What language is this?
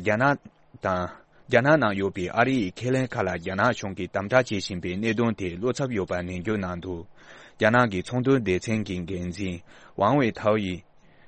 Tibetan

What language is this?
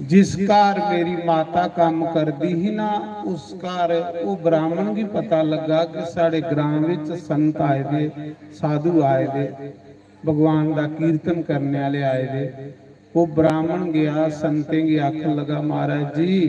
Dogri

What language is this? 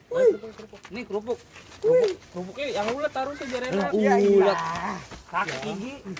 Betawi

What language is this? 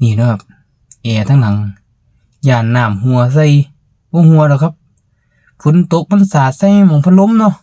Northeastern Thai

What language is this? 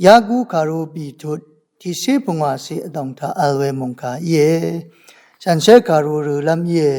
Rawang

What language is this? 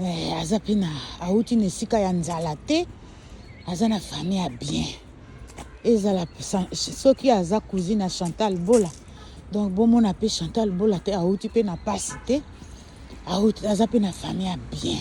Lingala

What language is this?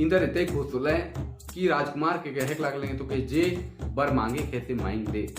Sadri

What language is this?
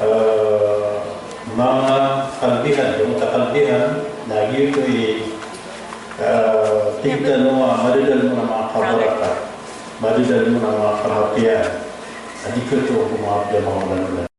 Maranao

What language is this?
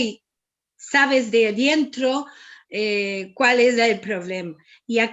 Ladino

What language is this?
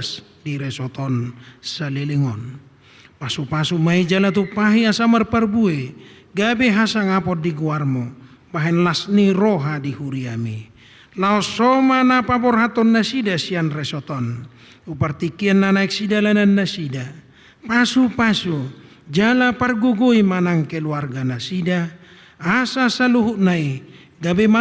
Batak Toba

